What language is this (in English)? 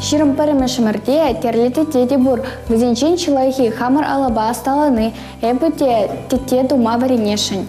Chuvash